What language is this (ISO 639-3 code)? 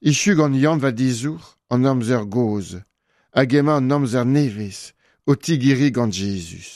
bre